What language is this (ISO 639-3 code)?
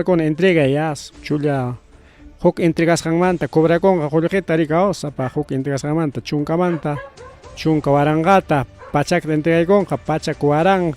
quy